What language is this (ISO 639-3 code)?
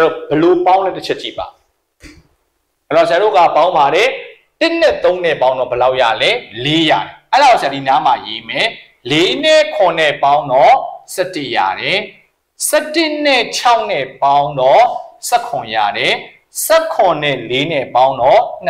mya